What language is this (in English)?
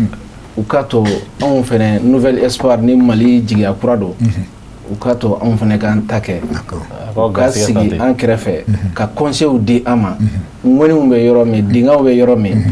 Bambara